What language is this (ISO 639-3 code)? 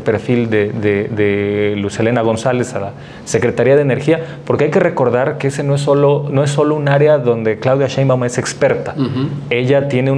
spa